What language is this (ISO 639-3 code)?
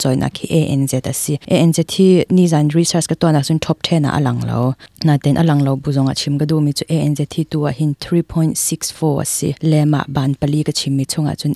cnh